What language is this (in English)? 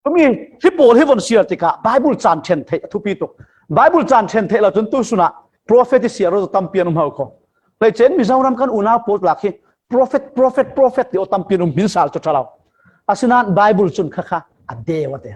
Falam Chin